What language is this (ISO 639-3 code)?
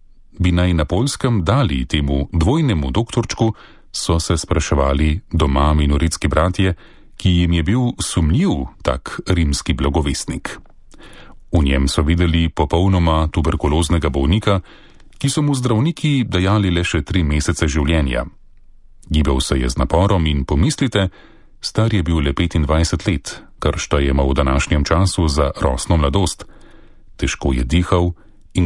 slv